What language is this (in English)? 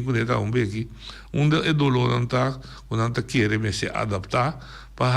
Papiamento